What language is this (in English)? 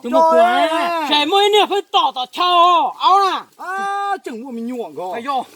Hmong